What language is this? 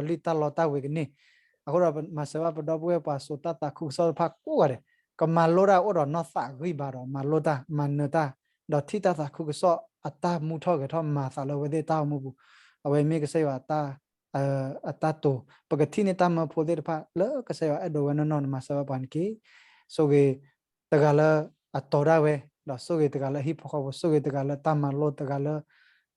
S'gaw Karen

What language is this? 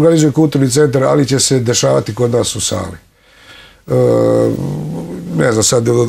Serbian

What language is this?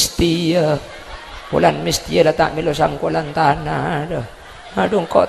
Madurese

